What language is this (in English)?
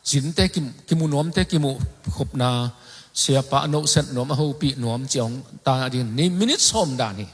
Tedim Chin